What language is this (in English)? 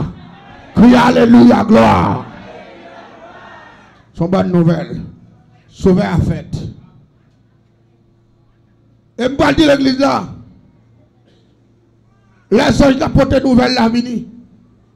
French